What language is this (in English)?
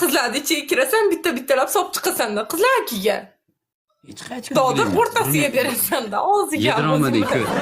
Uzbek